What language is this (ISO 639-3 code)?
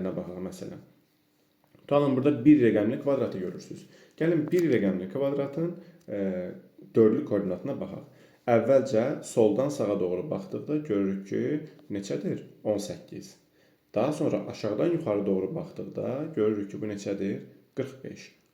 aze